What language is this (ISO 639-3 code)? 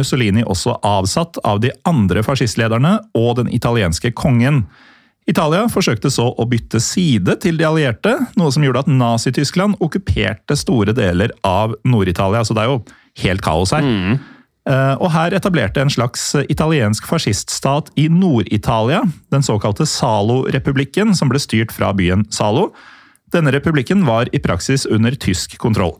nor